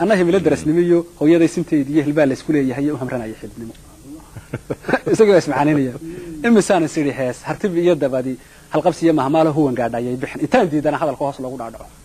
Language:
Somali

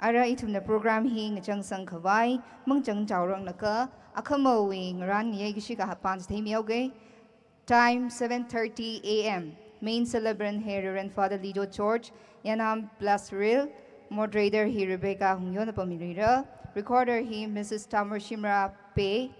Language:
Tangkhul Naga (India)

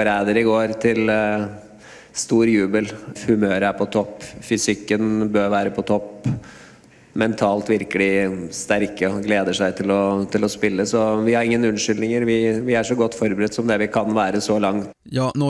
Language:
Swedish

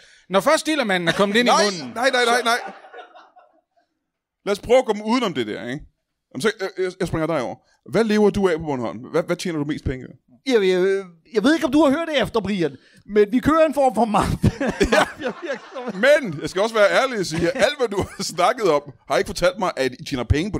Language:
Danish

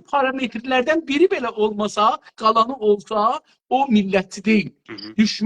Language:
South Azerbaijani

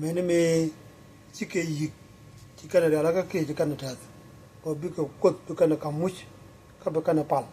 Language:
Nuer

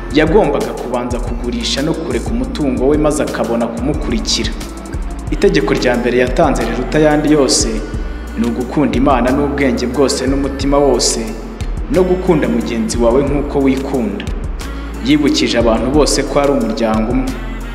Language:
Kinyarwanda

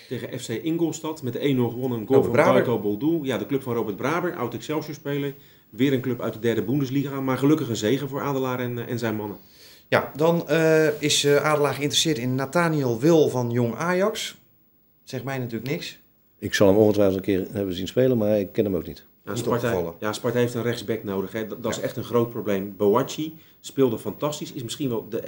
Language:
Dutch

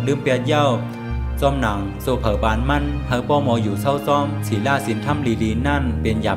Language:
Shan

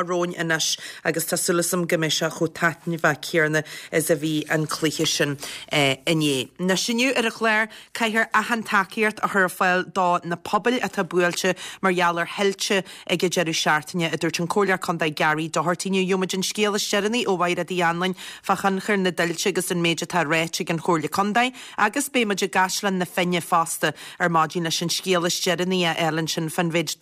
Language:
Irish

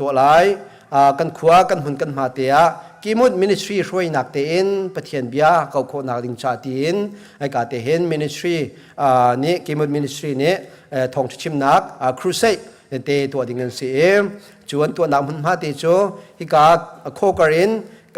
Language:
Hakha Chin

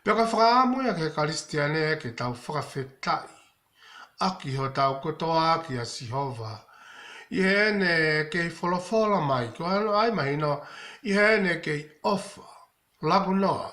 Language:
Tongan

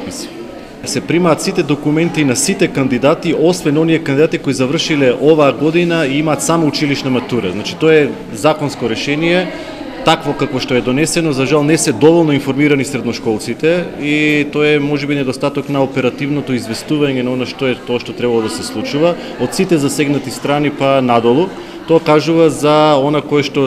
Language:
Macedonian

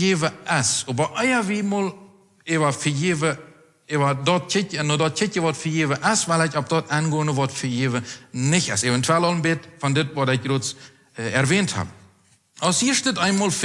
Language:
Plautdietsch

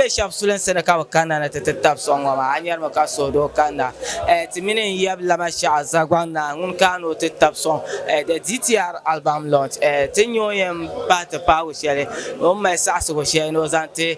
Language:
Dagbani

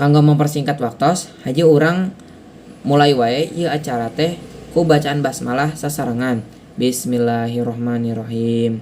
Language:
Sundanese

